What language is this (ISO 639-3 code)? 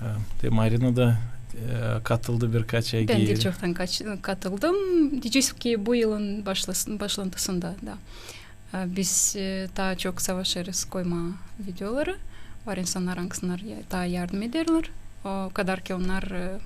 gag